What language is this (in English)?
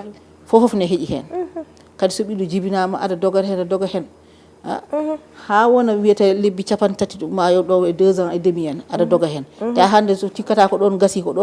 Fula